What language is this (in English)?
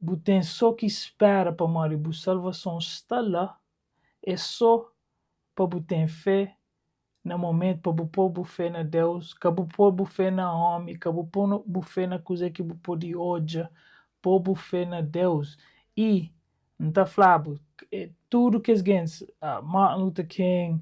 Kabuverdianu